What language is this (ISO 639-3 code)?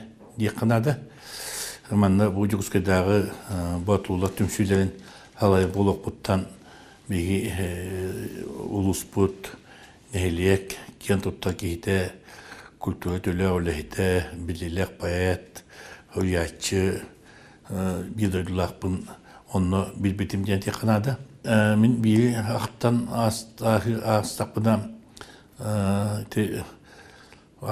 sah